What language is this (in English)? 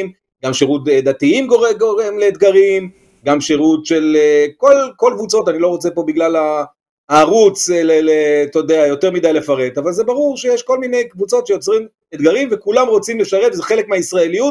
Hebrew